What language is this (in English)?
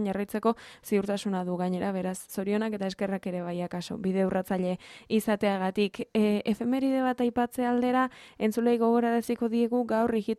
Basque